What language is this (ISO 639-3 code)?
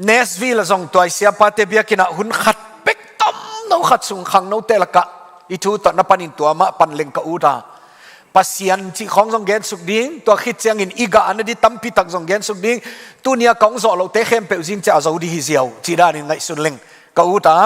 ctd